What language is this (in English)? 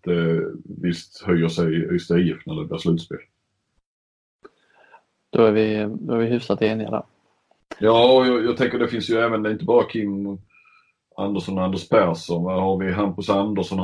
Swedish